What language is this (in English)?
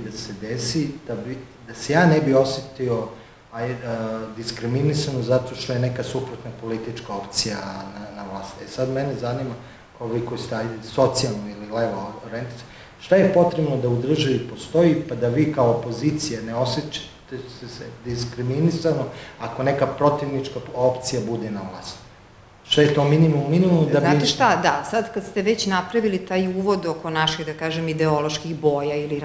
Serbian